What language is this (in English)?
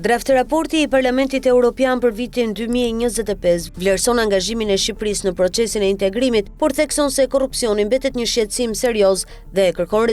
Albanian